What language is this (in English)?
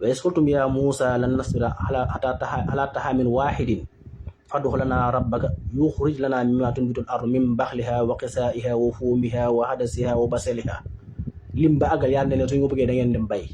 Wolof